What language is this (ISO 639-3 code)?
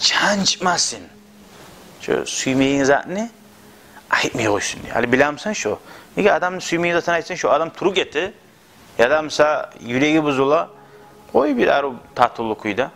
kum